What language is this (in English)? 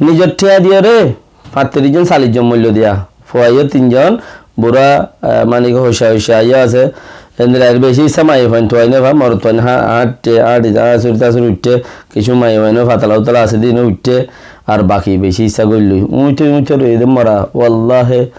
Rohingya